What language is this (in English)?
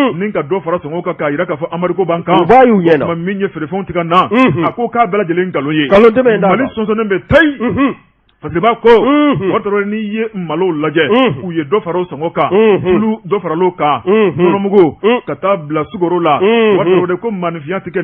Bambara